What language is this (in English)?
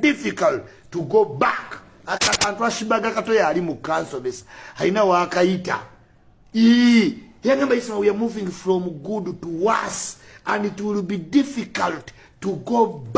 Ganda